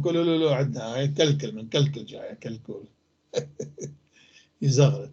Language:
North Levantine Arabic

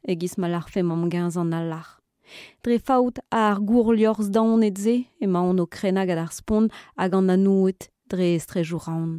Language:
Breton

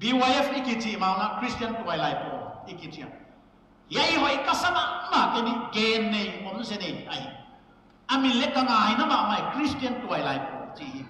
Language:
Paite Chin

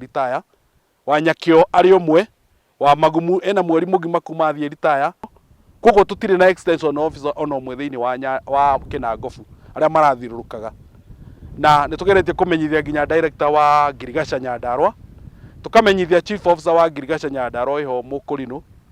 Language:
Kikuyu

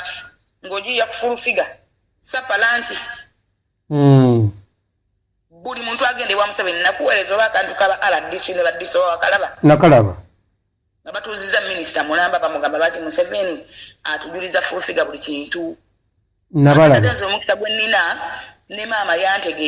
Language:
Ganda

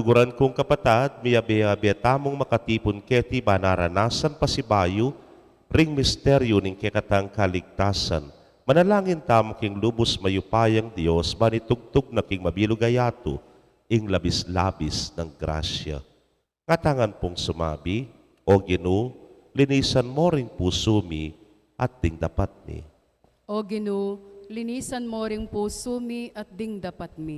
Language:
Pampanga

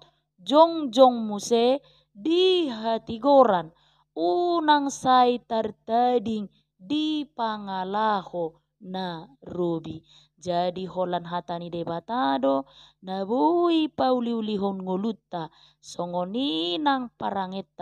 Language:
Batak Toba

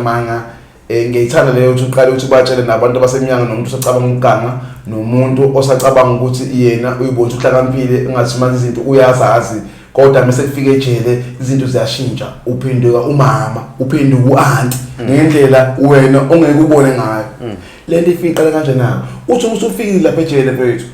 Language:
Zulu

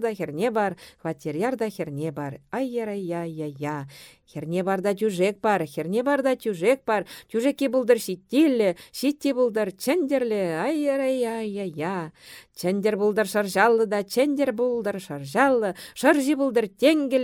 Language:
Chuvash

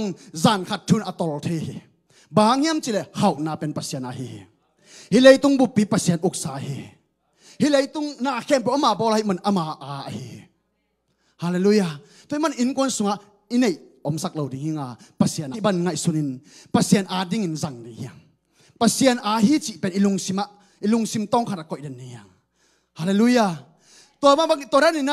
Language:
Tedim Chin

